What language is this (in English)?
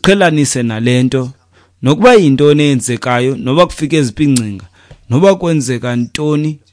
Xhosa